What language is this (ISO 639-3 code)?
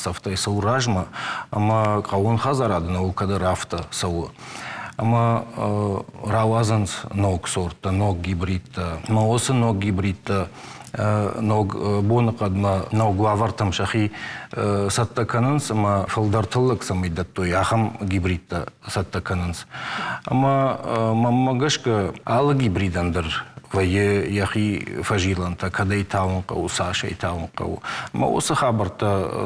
oss